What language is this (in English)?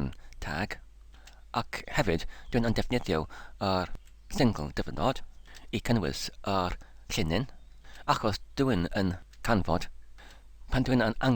Welsh